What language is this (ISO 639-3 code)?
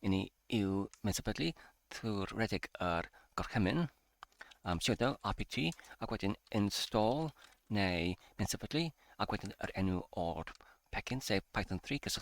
cym